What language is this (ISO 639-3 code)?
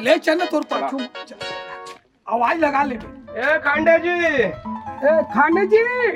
hne